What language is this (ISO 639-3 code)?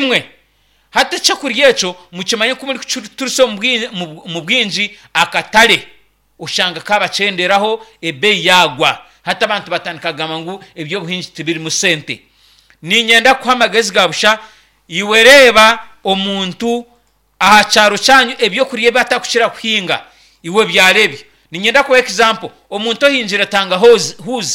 nyn